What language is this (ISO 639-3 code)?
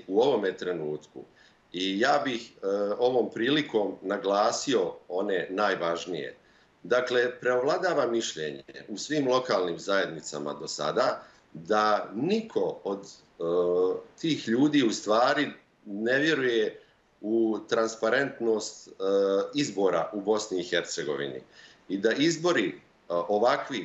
bos